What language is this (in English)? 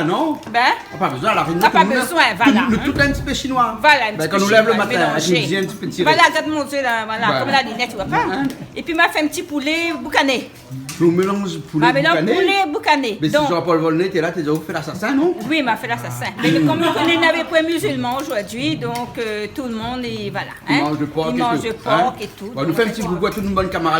Réunion Creole French